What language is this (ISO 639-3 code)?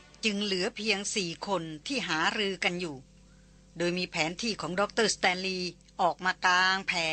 tha